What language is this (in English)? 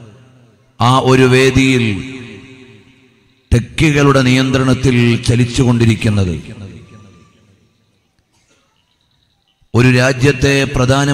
Malayalam